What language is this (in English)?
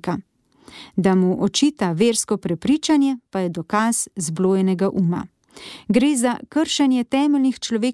Slovenian